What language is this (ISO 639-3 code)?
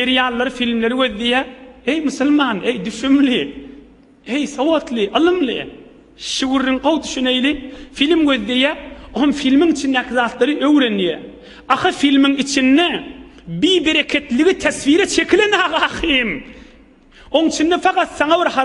tuk